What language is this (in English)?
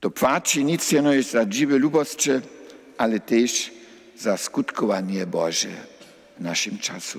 Upper Sorbian